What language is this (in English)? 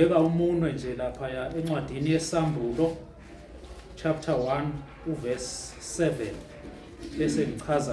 Zulu